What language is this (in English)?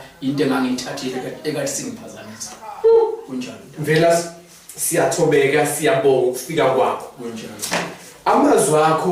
Zulu